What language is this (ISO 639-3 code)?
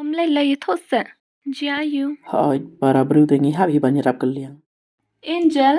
kha